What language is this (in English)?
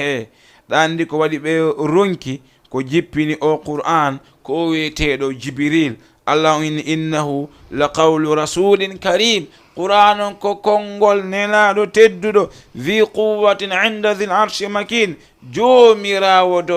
Fula